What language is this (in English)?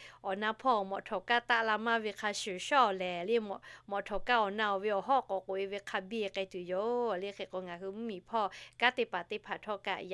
Lahu